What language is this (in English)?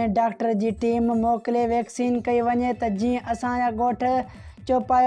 Sindhi